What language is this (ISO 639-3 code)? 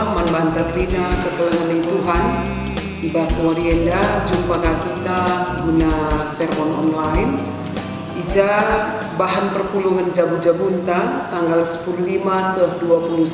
btx